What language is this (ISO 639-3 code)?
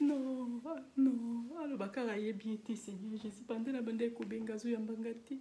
lin